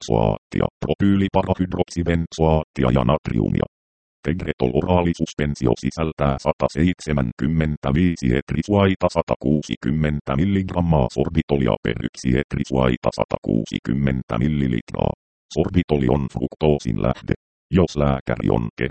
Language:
Finnish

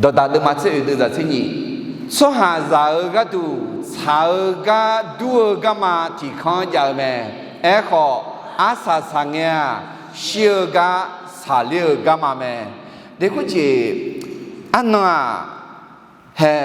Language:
Akha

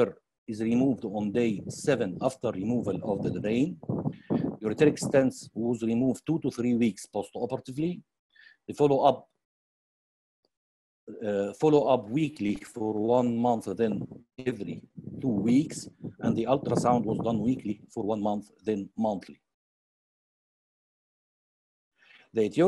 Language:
English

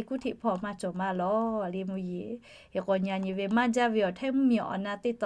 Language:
Lahu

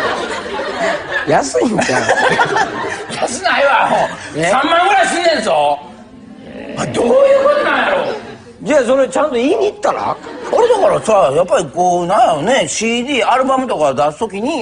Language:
Japanese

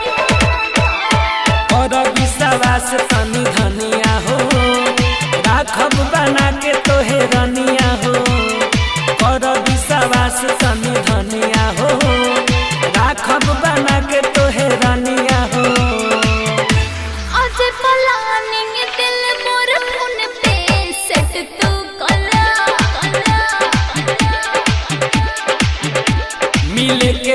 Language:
Bhojpuri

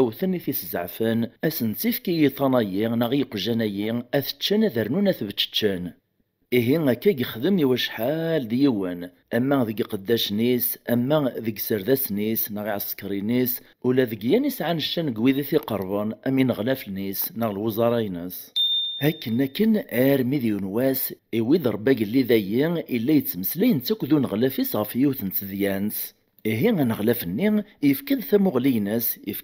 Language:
Kabyle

